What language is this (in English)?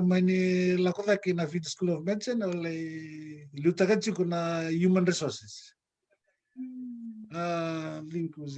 Fijian